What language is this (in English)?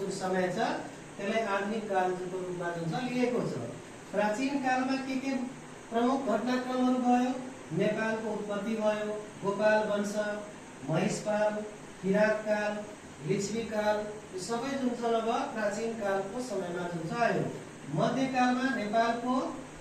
Nepali